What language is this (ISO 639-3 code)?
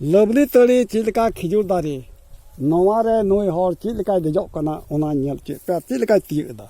sat